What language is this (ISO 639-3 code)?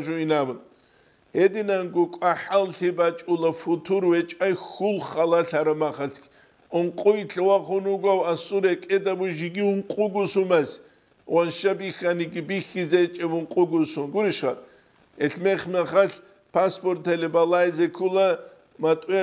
ava